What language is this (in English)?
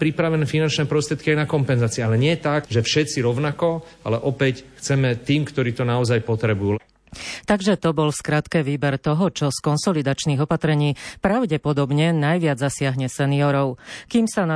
Slovak